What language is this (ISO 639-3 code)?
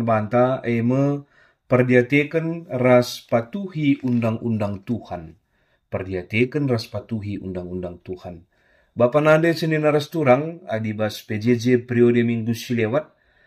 btx